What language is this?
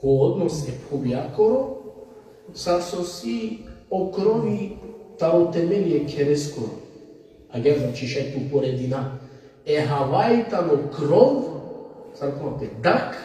Balkan Romani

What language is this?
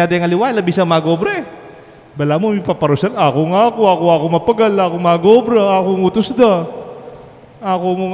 Pampanga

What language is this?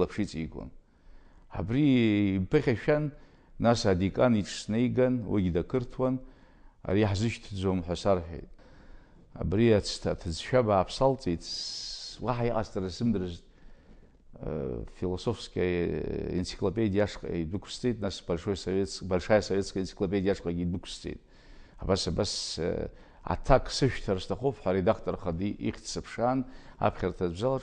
Abkhazian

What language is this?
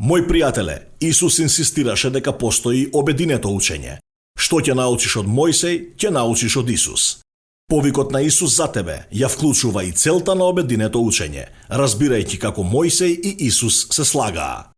Macedonian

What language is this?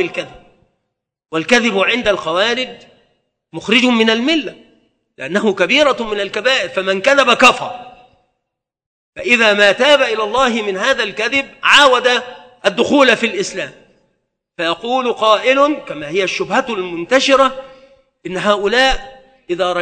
Arabic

